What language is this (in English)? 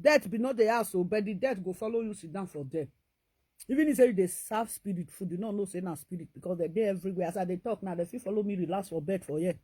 Nigerian Pidgin